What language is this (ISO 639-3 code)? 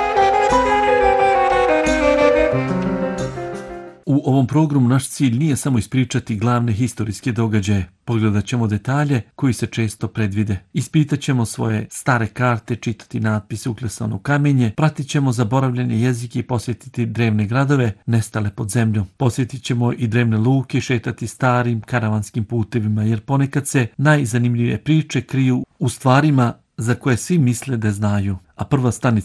bos